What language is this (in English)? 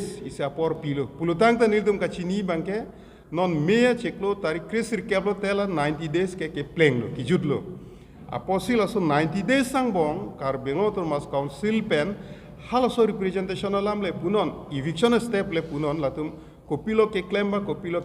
Karbi